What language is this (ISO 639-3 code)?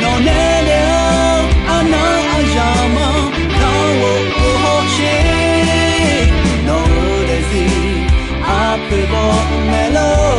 ahk